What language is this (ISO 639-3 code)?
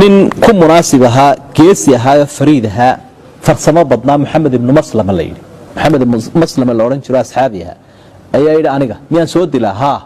som